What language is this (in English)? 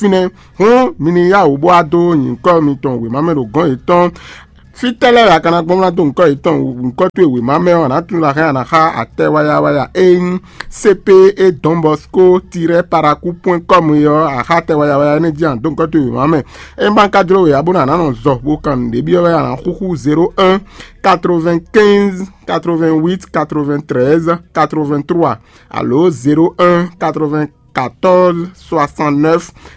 Fon